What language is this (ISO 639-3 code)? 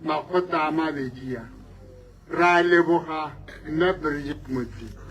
tsn